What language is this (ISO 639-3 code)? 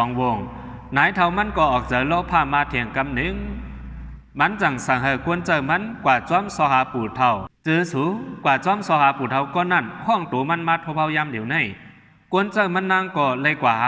shn